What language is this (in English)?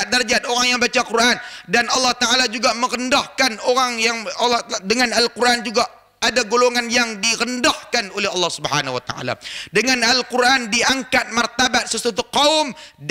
Malay